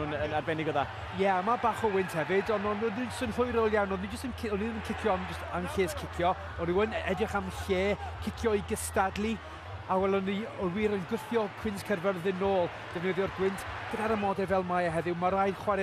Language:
Welsh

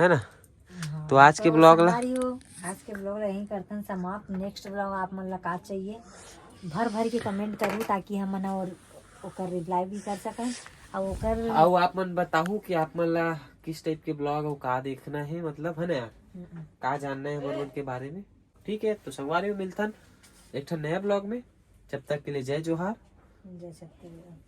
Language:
Chhattisgarhi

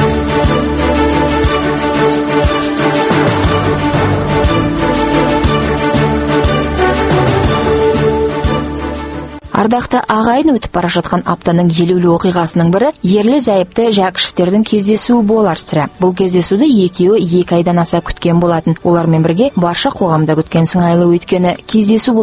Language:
Kazakh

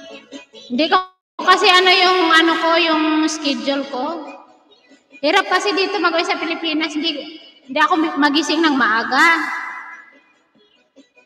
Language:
Filipino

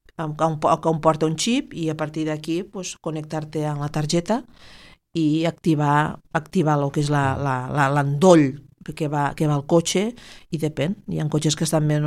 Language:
Catalan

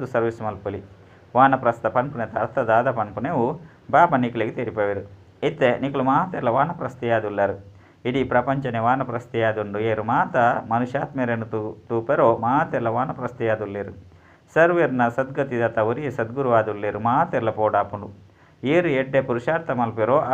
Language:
Tulu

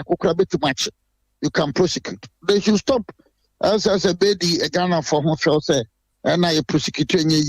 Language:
Akan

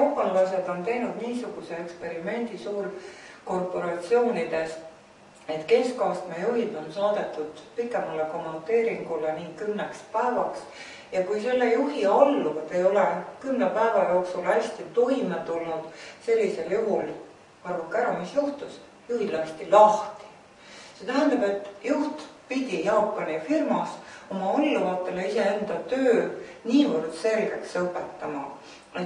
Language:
Estonian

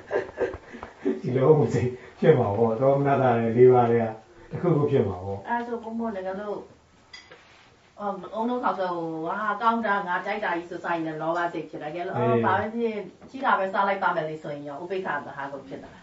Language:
Burmese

